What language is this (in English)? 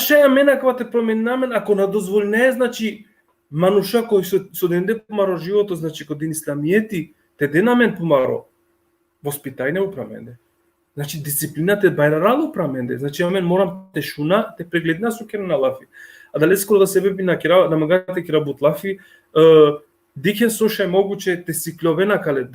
Balkan Romani